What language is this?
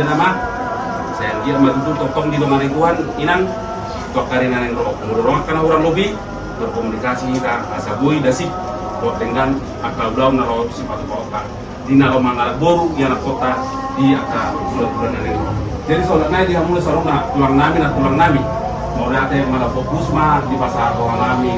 Batak Toba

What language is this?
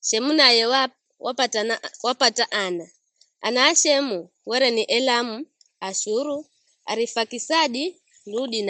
Giryama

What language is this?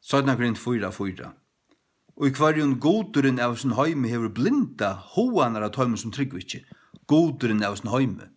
Faroese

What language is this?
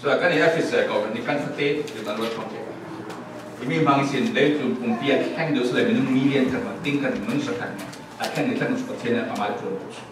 Falam Chin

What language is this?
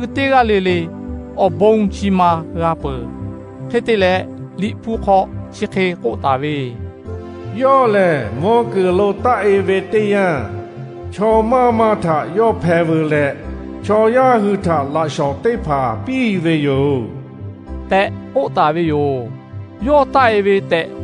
Lahu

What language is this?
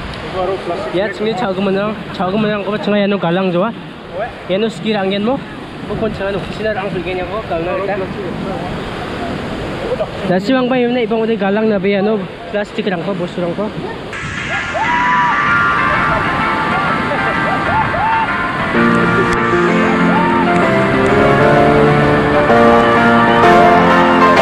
Garo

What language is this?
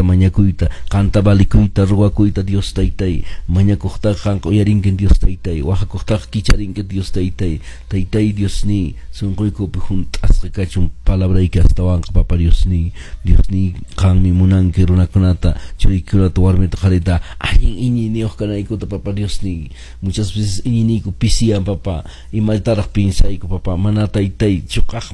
Quechua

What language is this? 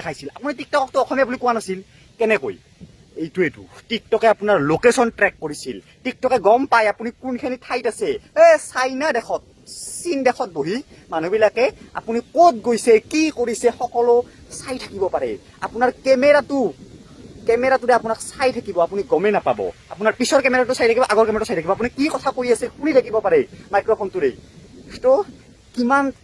Assamese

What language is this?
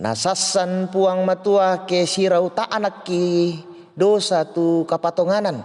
Toraja-Sa'dan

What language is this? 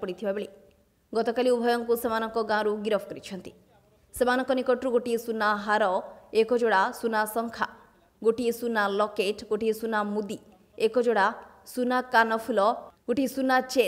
Odia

